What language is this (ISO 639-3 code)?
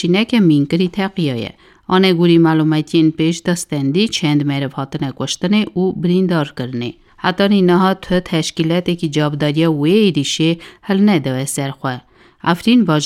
kur